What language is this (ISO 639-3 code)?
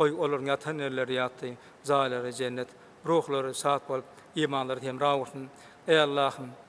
tuk